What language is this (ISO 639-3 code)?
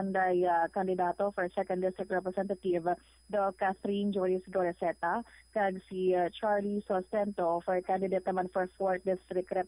hil